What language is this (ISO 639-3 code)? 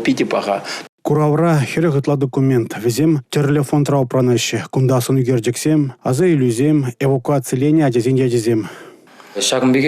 chv